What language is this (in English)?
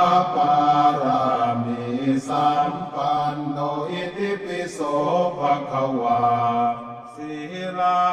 Pali